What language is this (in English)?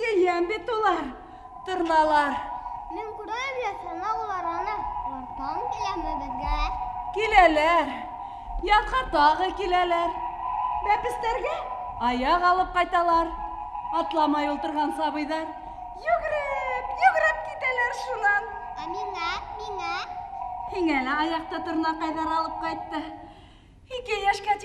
Bashkir